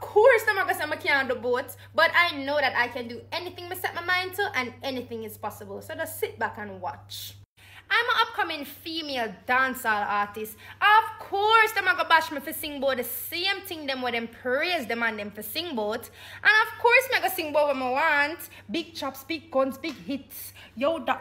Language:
Jamaican Creole English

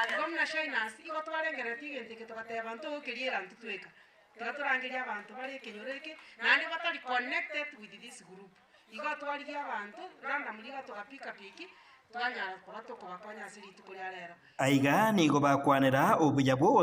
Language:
Gusii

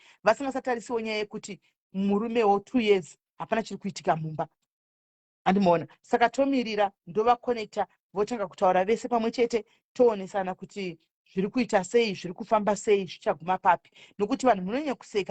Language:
Shona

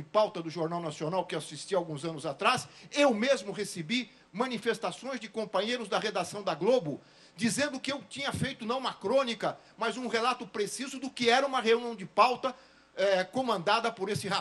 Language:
Portuguese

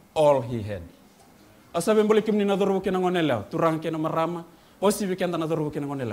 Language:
Fijian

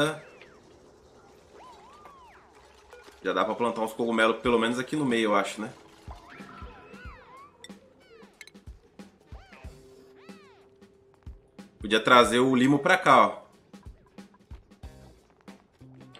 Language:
Portuguese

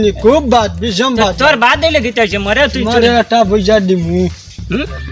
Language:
Sylheti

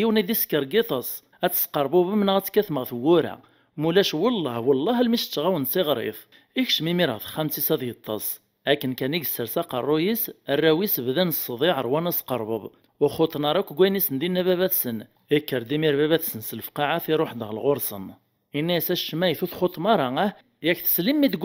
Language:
Kabyle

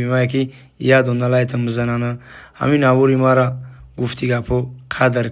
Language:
Tajik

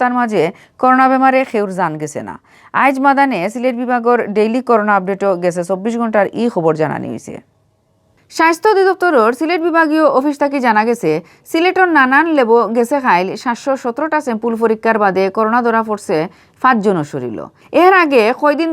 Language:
Sylheti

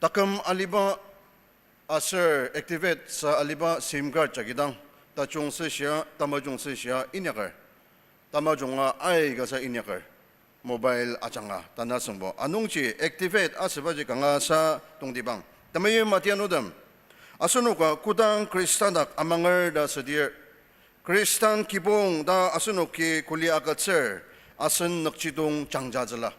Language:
Ao Naga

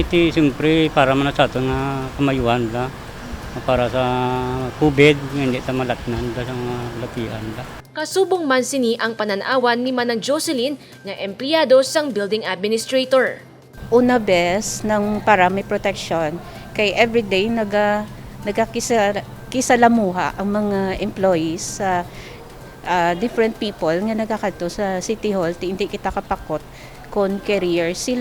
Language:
Hiligaynon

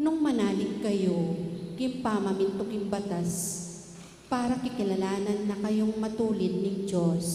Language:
Pampanga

